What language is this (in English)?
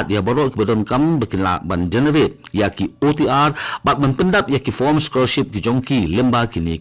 Khasi